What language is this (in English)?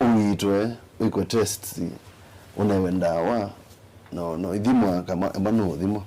Kamba